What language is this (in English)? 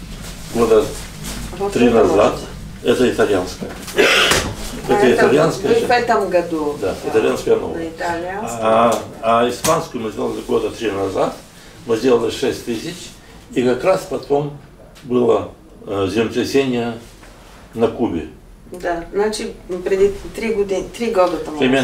Russian